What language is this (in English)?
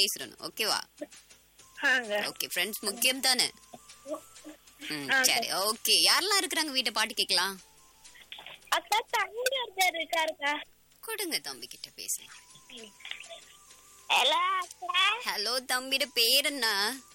Tamil